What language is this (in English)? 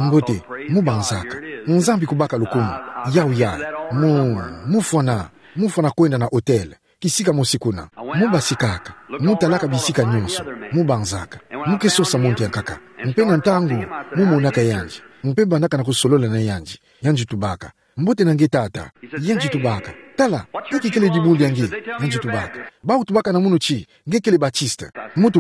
Kituba (Democratic Republic of Congo)